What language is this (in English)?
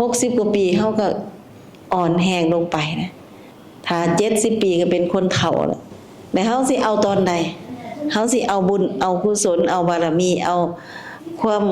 Lao